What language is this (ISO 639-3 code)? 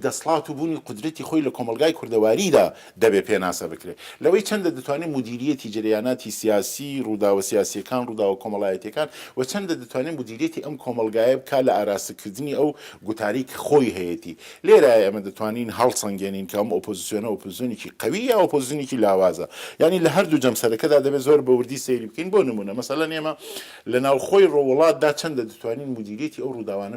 ckb